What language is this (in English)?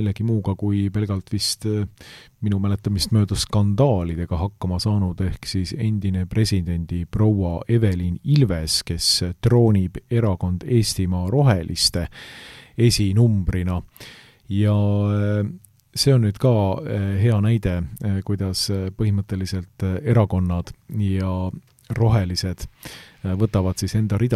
Estonian